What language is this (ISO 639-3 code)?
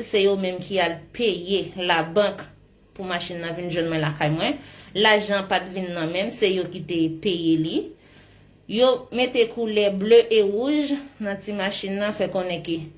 hat